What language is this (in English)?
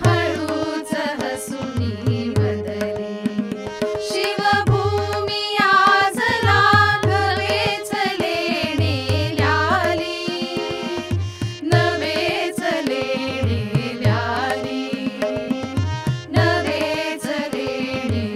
Marathi